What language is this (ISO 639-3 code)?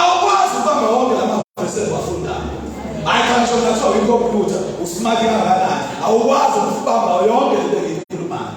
zul